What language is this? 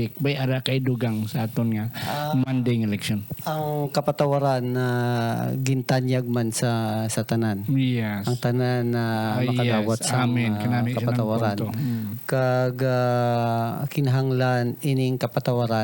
Hiligaynon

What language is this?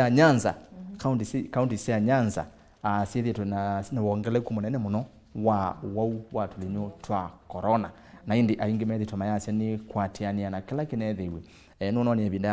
Kamba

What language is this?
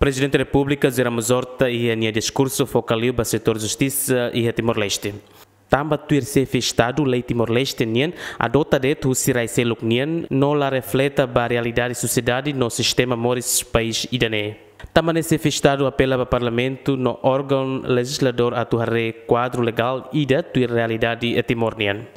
Tetum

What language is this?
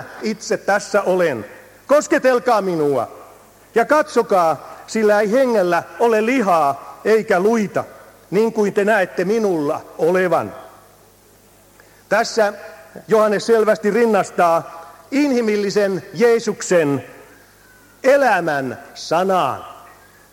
Finnish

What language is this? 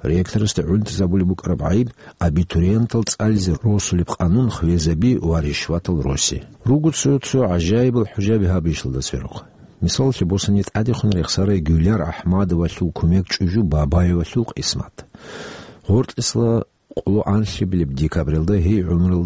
Avaric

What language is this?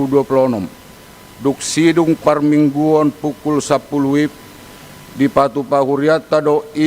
Batak Toba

